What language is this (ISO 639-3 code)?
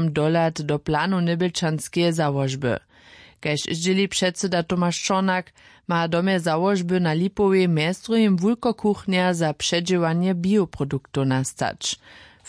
hsb